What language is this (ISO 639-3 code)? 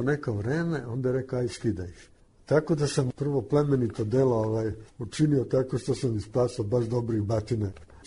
srp